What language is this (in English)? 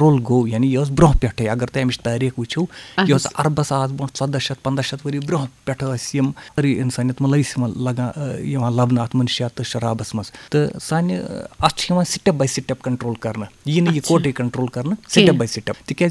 Kashmiri